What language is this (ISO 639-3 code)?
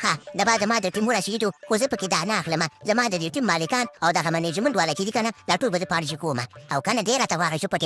pus